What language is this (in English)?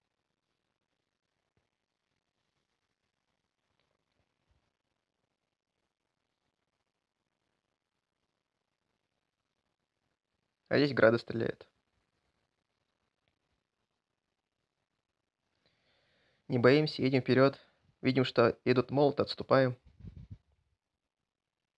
Russian